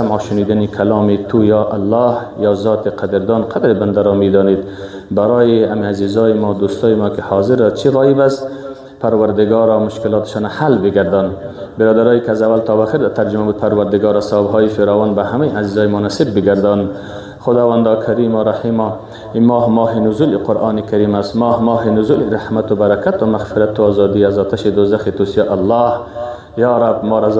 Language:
Persian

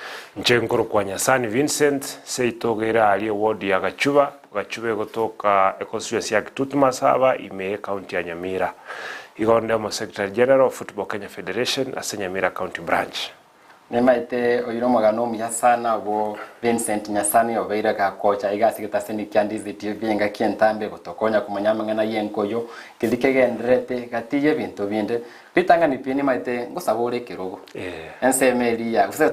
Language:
Gusii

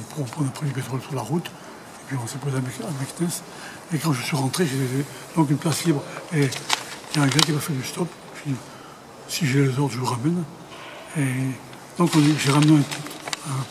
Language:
French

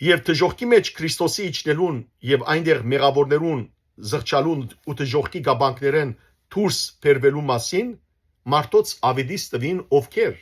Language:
Western Armenian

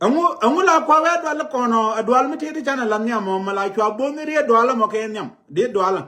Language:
Nuer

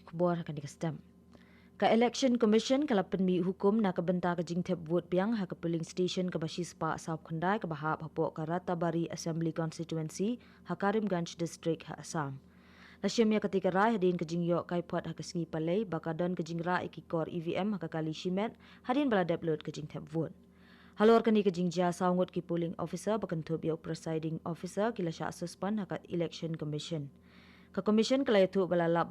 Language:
Khasi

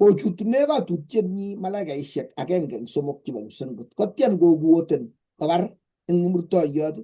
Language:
Kalenjin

